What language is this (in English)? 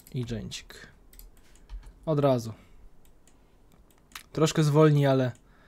Polish